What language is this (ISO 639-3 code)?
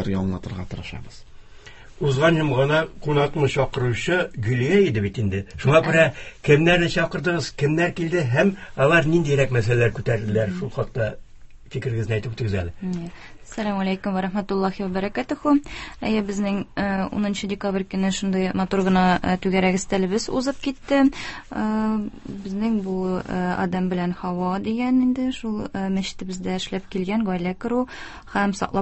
tat